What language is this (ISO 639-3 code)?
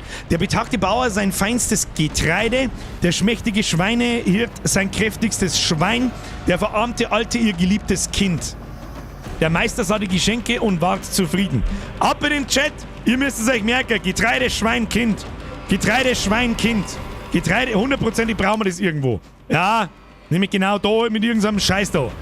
bar